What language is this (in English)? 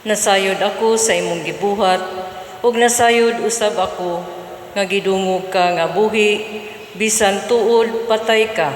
Cebuano